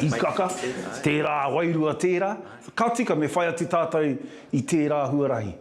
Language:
Māori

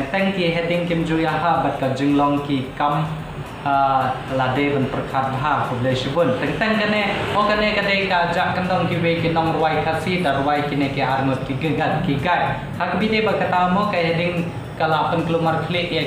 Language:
Khasi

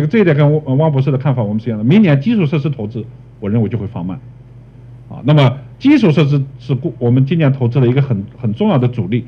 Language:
Chinese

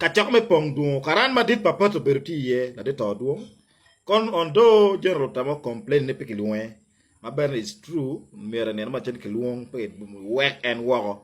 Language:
Acoli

